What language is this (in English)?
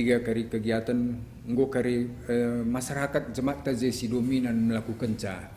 Batak Karo